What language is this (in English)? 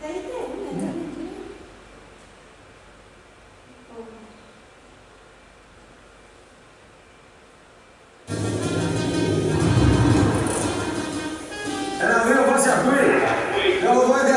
Greek